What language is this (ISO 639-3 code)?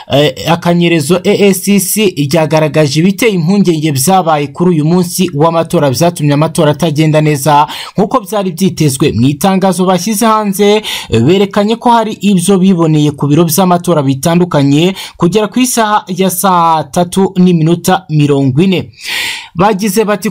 kin